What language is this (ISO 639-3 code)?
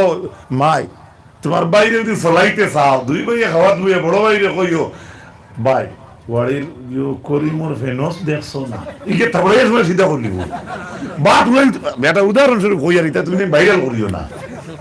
syl